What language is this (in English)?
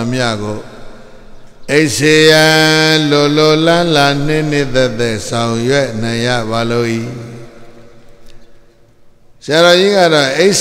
Burmese